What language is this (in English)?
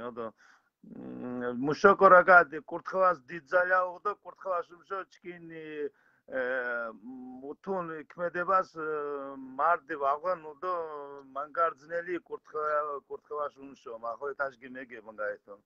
Mingrelian